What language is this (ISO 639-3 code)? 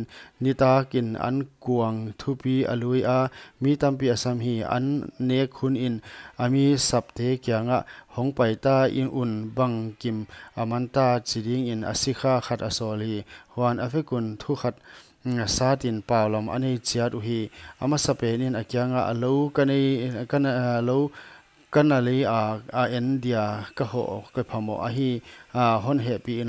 pck